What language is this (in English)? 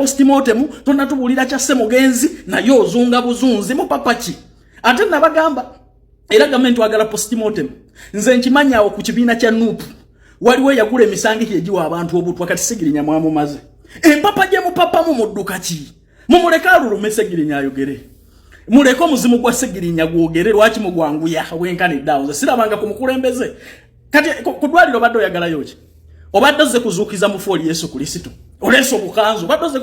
Ganda